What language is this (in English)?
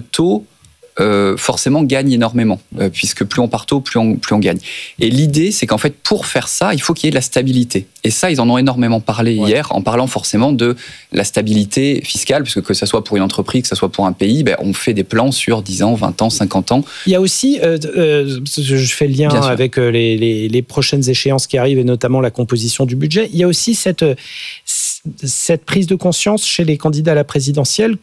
French